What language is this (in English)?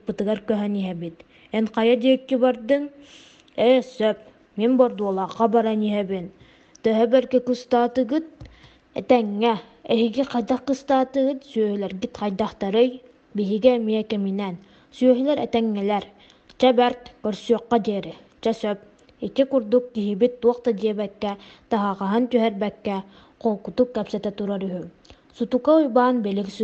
Yakut